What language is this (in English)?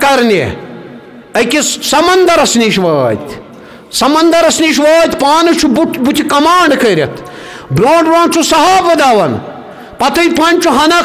Kashmiri